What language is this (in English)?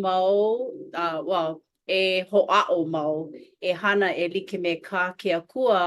Hawaiian